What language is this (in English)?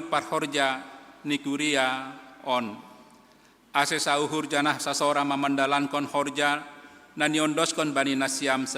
Batak Simalungun